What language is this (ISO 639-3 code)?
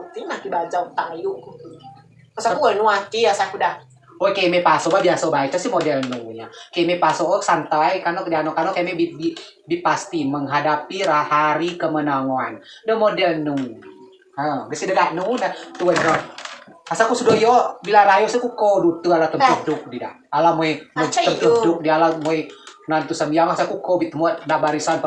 rej